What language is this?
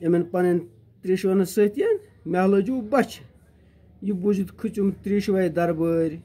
Kashmiri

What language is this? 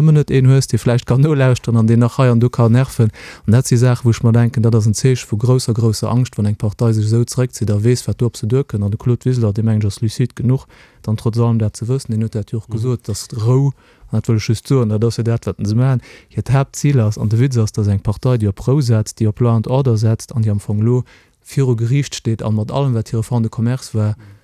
Luxembourgish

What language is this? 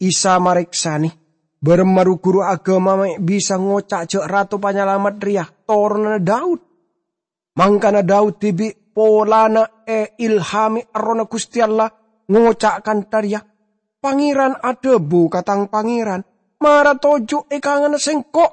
Madurese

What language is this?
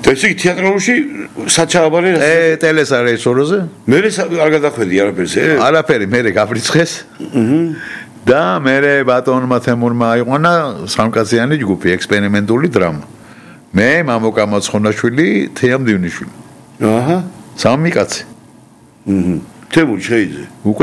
Georgian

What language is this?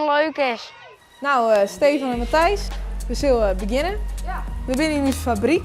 Western Frisian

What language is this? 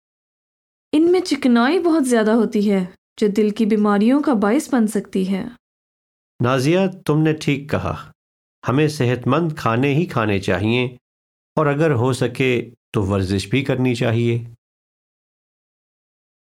Urdu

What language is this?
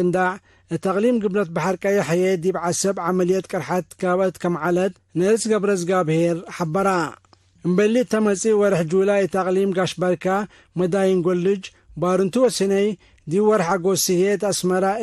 Tigre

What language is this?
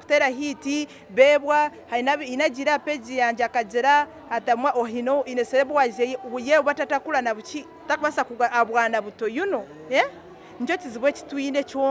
Nyankole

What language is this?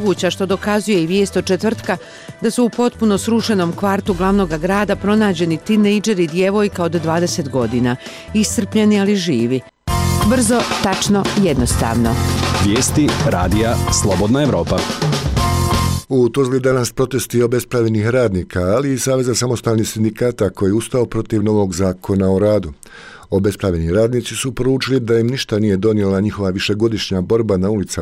Bosnian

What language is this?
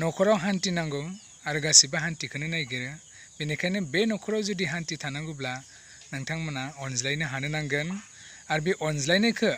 Bodo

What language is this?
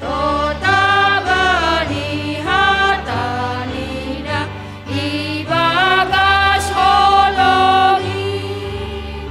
Batak Simalungun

